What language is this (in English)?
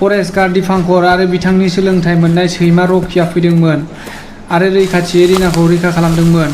Bodo